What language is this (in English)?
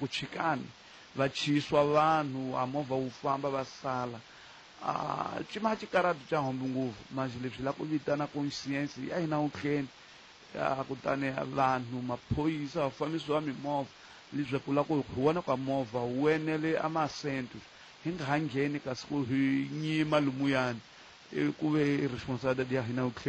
Tsonga